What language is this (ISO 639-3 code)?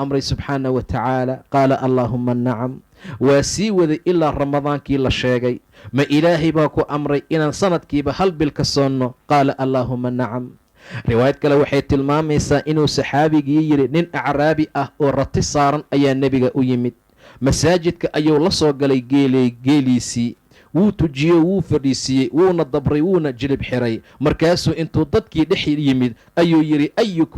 som